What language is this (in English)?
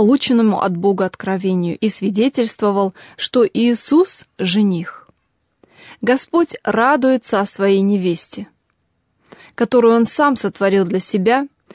Russian